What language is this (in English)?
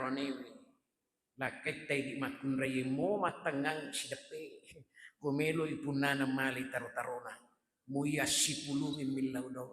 Buginese